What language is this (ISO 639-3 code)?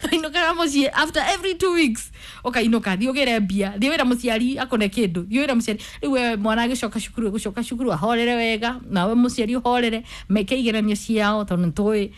kik